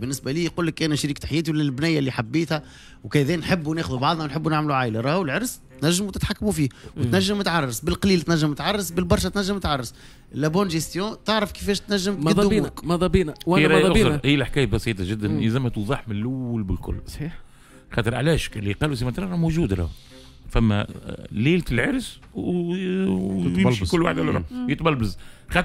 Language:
Tunisian Arabic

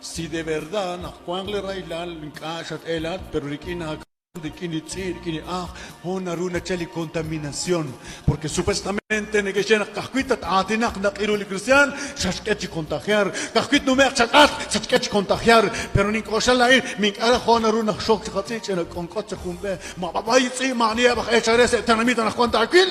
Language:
Kekchí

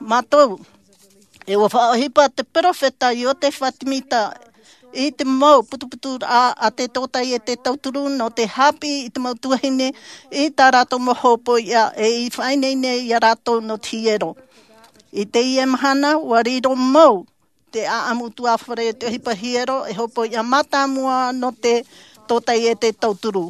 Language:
Tahitian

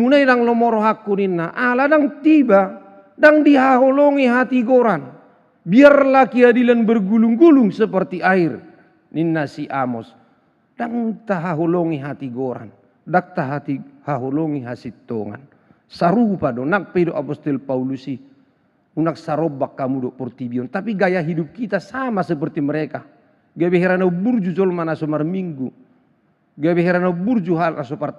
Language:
Batak Toba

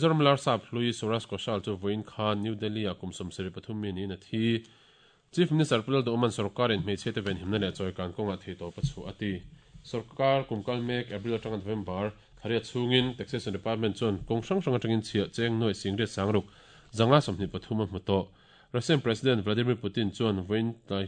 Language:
Mizo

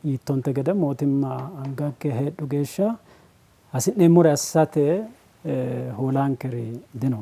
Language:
Sidamo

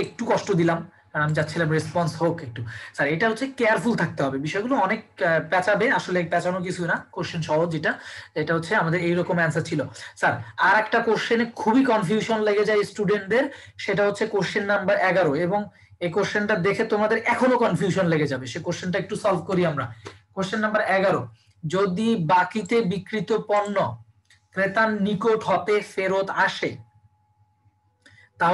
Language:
Bangla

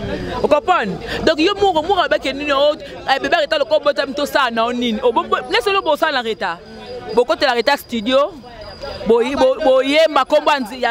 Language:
Lingala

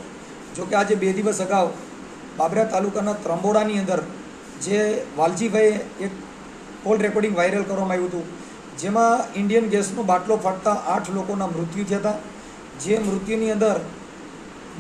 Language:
Gujarati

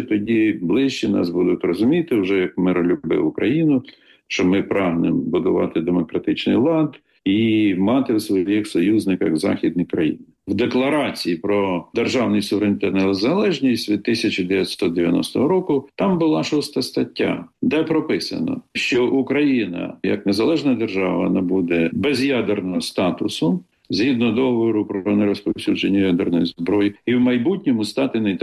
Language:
Ukrainian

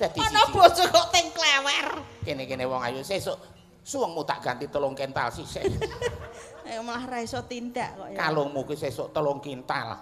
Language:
Javanese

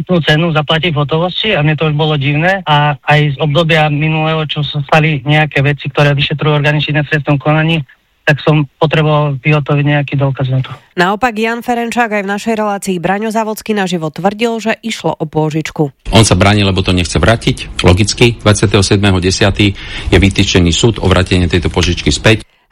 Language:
Slovak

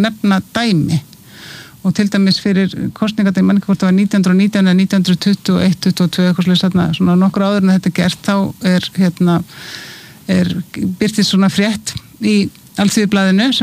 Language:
Icelandic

